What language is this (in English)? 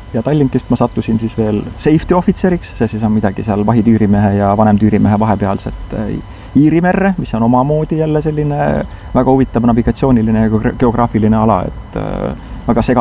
Estonian